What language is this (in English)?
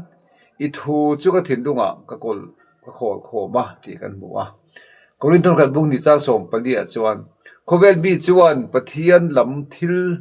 Mizo